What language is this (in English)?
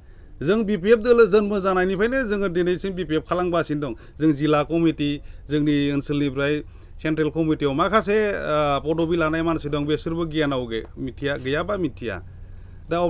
Bodo